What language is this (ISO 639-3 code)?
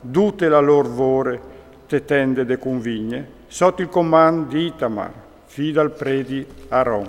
fur